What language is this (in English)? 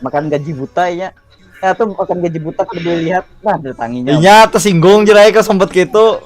Banjar